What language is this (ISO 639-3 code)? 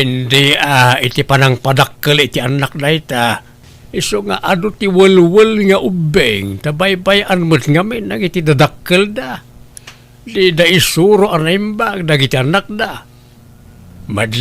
ilo